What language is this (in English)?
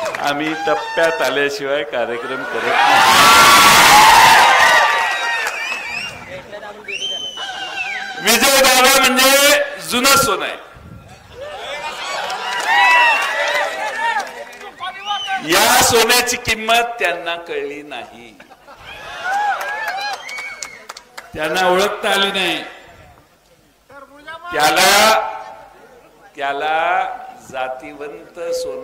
Marathi